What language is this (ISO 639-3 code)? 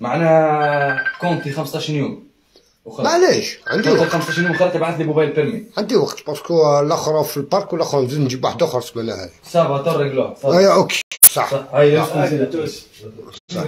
arq